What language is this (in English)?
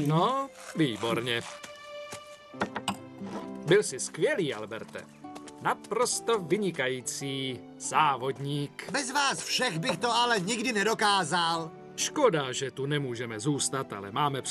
Czech